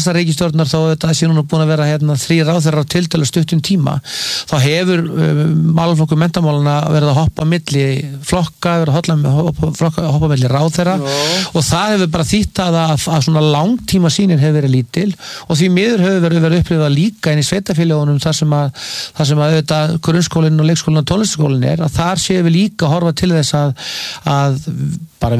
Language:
Icelandic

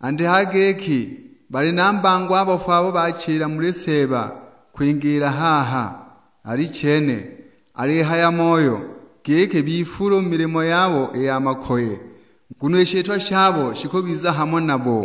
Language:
Sukuma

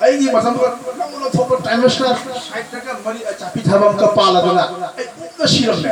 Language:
Manipuri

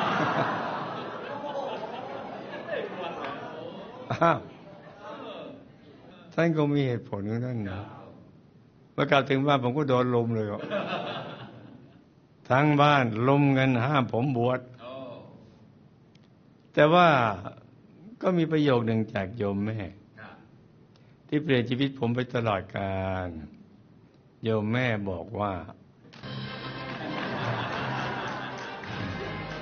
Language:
Thai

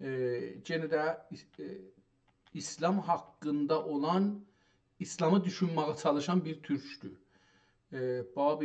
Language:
South Azerbaijani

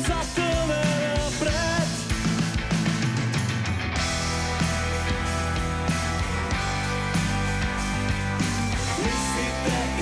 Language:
Bulgarian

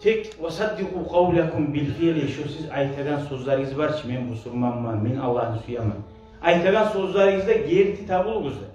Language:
Kumyk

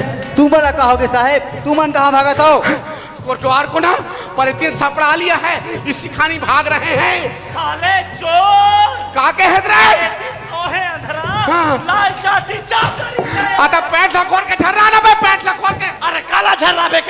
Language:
Chhattisgarhi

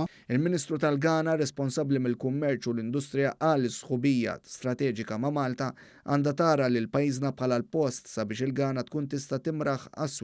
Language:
Maltese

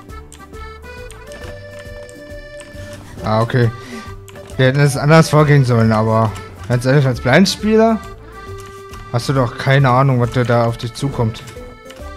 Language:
German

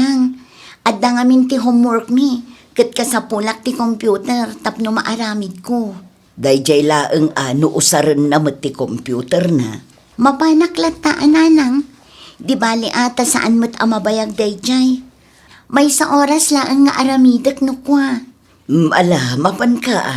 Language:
Iloko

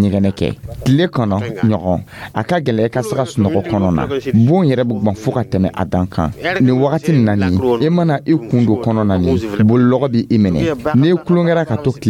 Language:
Dyula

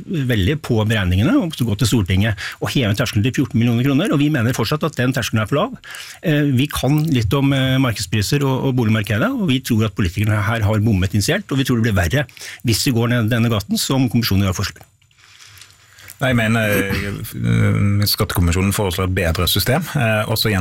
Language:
Norwegian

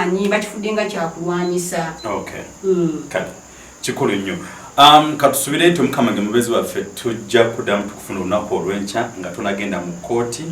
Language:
Ganda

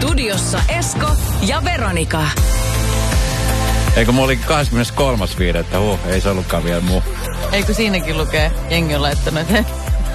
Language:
Finnish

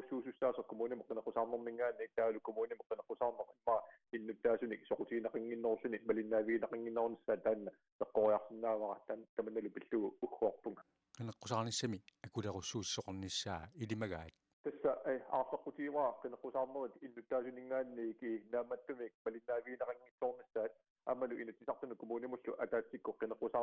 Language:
Kalaallisut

